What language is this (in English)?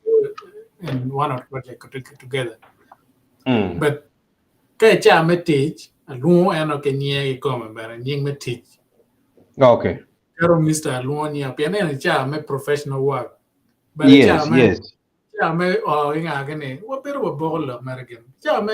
Acoli